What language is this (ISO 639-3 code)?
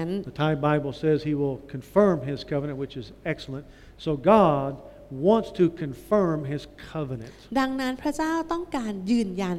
tha